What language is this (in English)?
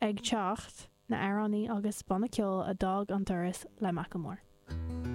Irish